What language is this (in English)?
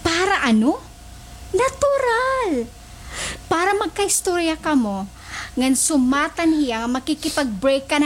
Waray